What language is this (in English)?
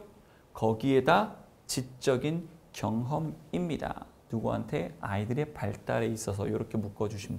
Korean